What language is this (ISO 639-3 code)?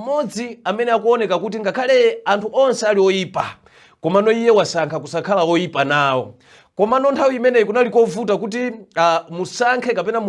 nya